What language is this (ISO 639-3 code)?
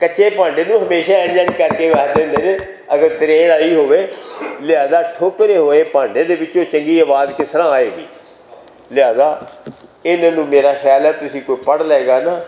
lah